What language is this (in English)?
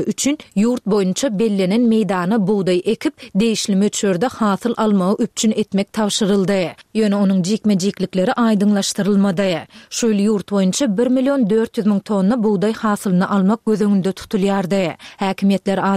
Turkmen